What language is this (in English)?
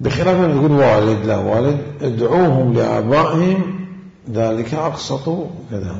Mesopotamian Arabic